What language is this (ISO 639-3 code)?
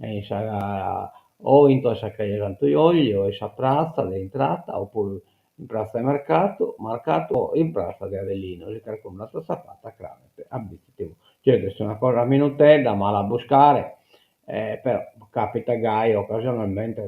srd